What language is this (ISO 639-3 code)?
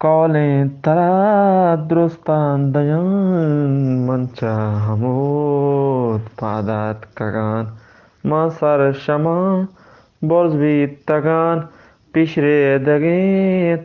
bgp